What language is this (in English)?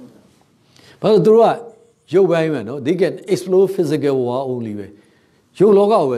Burmese